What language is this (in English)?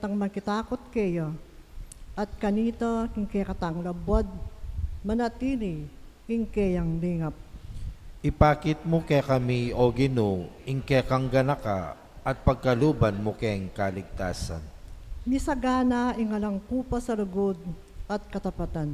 Pampanga